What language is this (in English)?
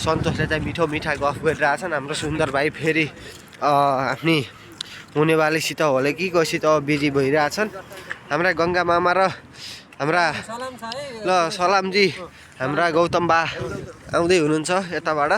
Nepali